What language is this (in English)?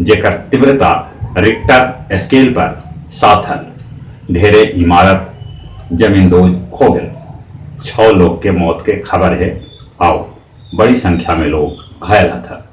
Magahi